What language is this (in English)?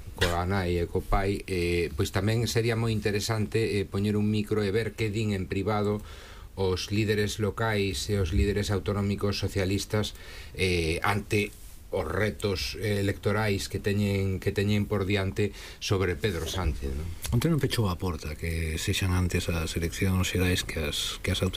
Galician